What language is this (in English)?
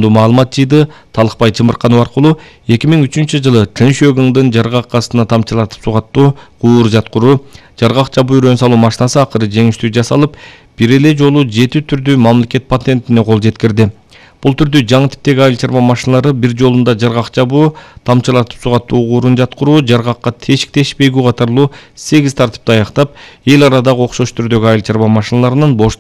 Kyrgyz